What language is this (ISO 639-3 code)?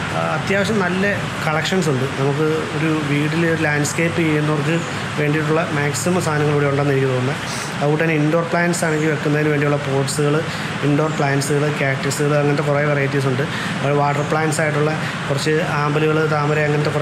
mal